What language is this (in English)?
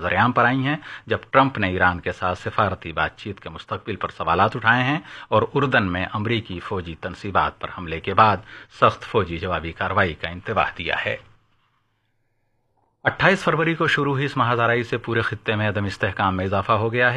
Urdu